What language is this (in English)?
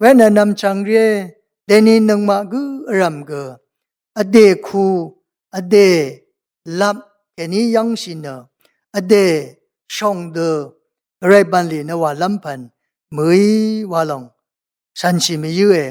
Rawang